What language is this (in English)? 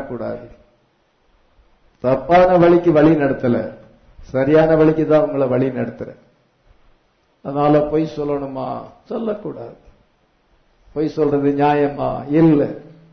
Tamil